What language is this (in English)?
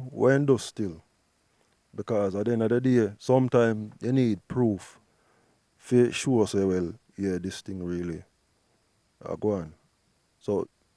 Jamaican Creole English